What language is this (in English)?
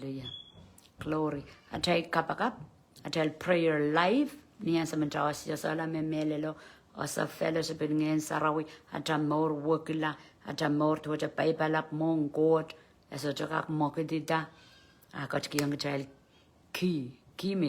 Pohnpeian